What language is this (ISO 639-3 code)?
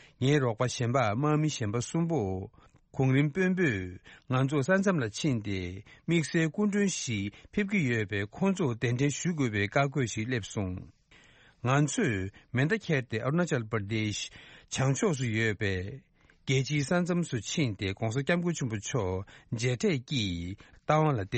bod